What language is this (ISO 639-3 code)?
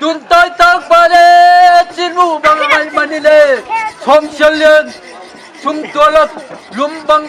ctd